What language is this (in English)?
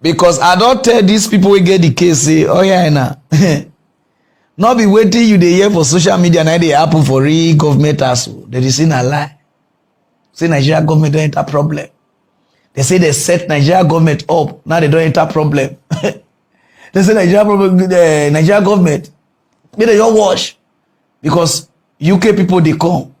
Nigerian Pidgin